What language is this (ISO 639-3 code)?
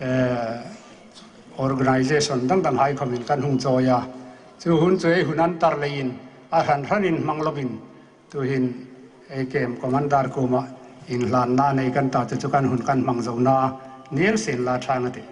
hmr